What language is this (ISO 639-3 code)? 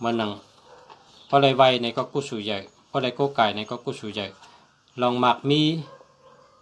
shn